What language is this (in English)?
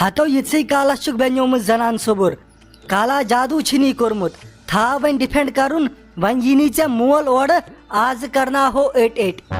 Kashmiri